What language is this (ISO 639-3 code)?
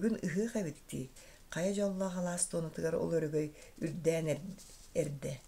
sah